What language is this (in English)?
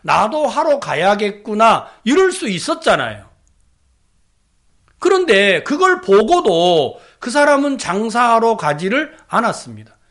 Korean